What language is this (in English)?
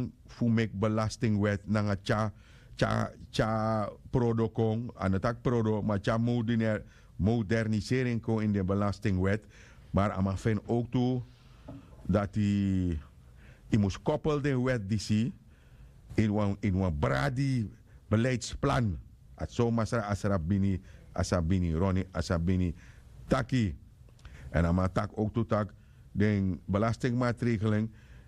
Sranan Tongo